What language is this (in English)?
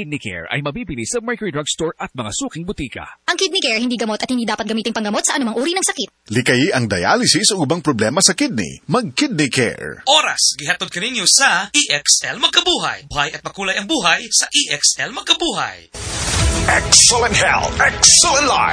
Cebuano